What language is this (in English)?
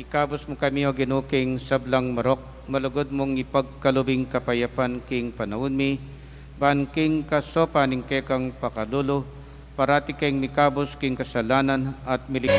Pampanga